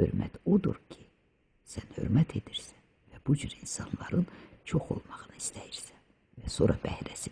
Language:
Azerbaijani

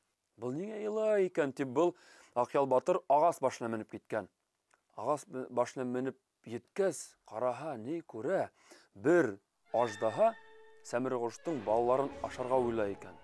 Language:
Bashkir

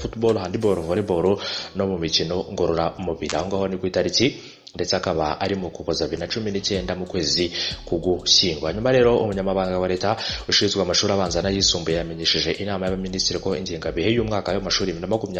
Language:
Kinyarwanda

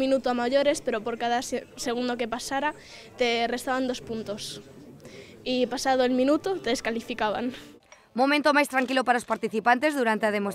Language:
Galician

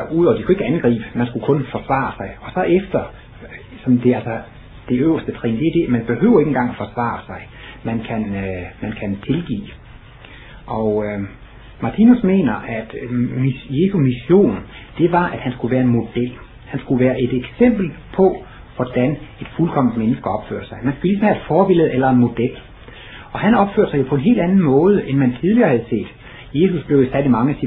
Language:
Danish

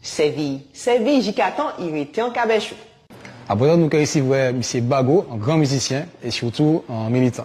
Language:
Guadeloupean Creole French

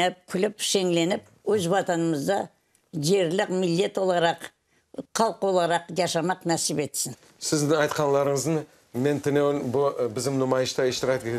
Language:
Crimean Tatar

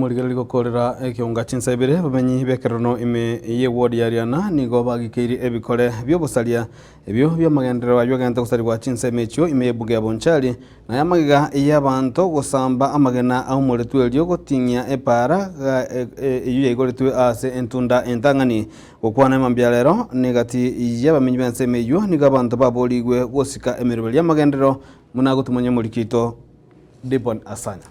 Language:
Gusii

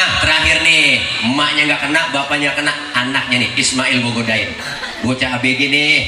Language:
Betawi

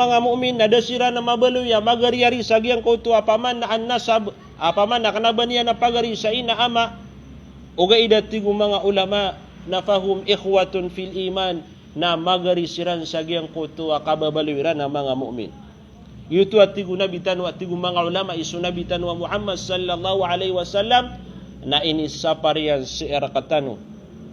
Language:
Maranao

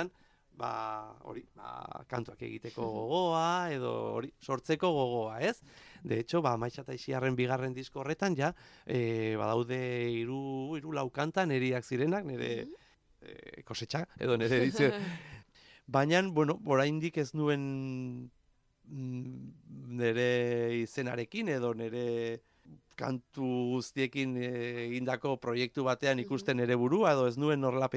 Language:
Basque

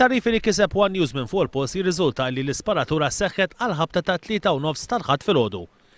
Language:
Maltese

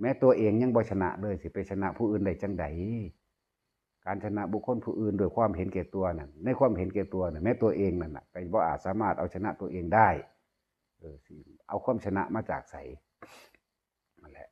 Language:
Northeastern Thai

